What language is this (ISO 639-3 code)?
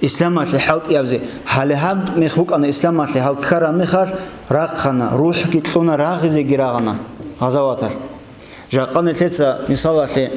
ava